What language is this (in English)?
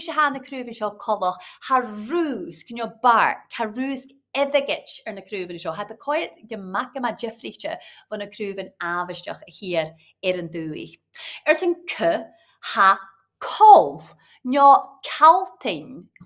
Scottish Gaelic